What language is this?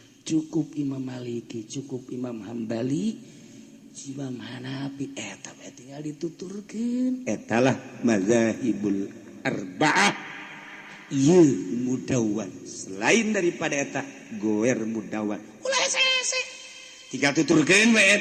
Sundanese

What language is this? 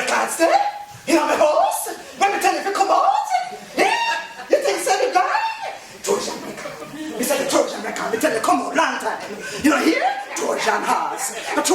Jamaican Creole English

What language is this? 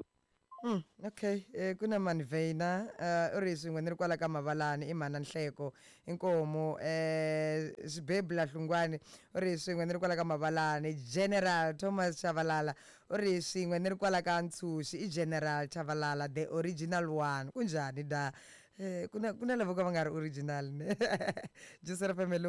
Tsonga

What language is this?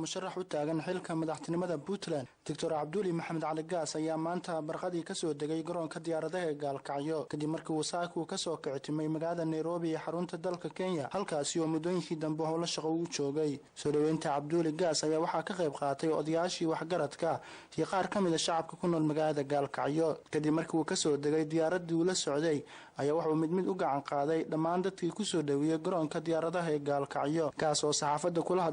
Somali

